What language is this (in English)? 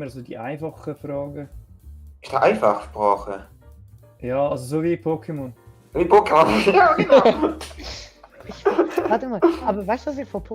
Swiss German